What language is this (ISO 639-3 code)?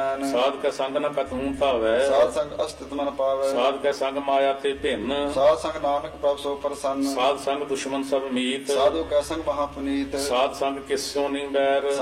pan